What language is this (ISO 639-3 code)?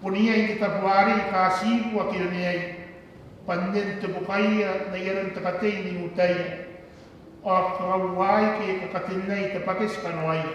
gil